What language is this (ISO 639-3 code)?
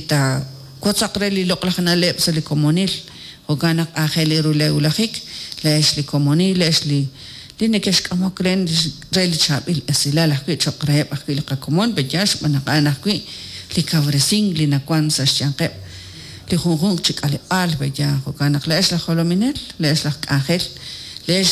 kek